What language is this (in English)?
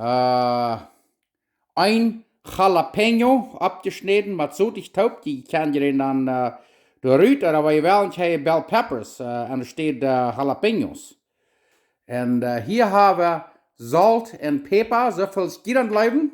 Plautdietsch